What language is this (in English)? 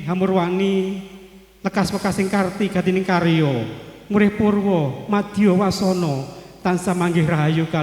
Javanese